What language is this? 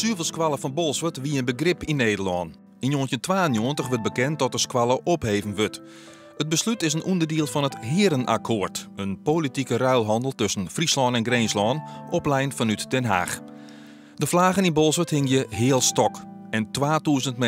Western Frisian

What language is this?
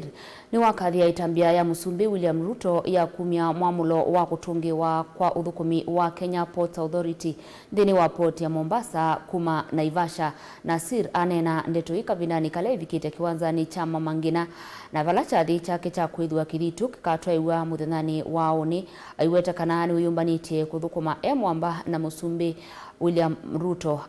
Kamba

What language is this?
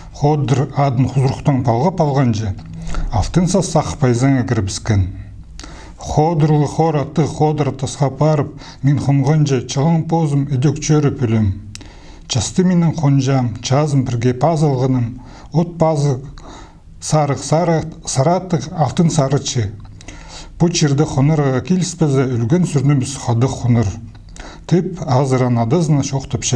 Khakas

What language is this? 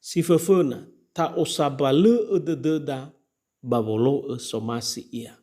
Nias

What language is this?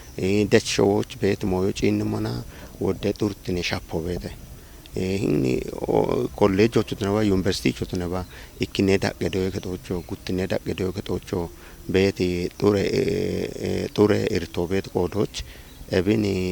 Kafa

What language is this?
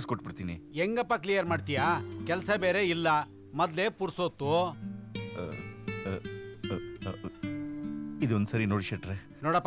Kannada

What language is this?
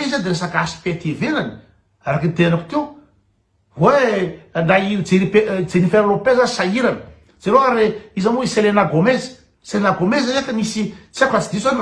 Malagasy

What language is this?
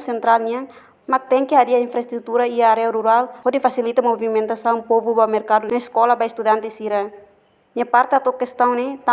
Tetum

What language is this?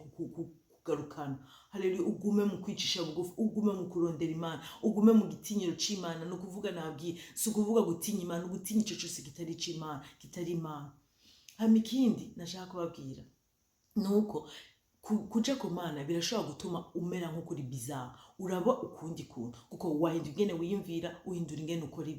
Rundi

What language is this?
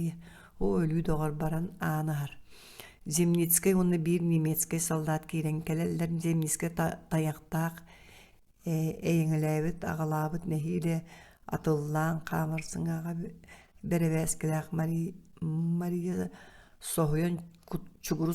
Yakut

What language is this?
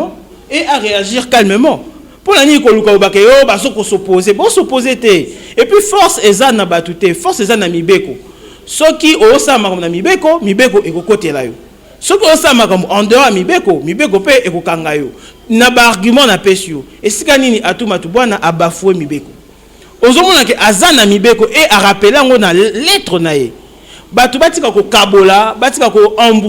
Lingala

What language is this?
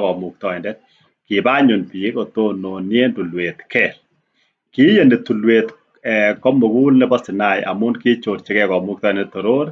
Kalenjin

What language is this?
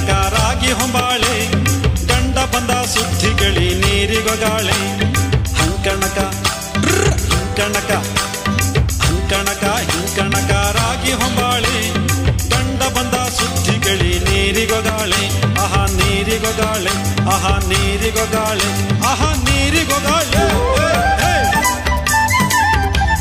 Kannada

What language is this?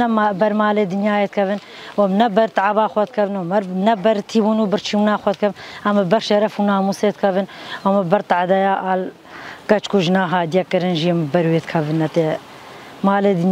Kurdish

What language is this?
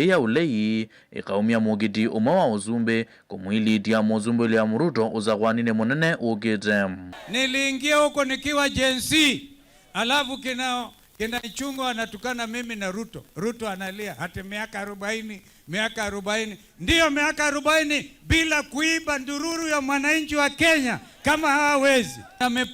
Kamba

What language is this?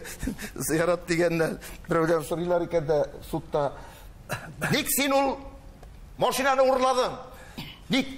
Tatar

